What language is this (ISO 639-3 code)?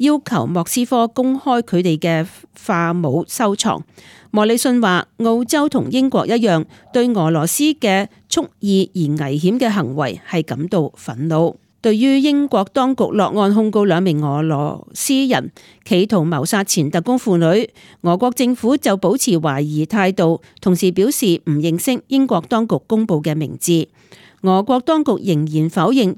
yue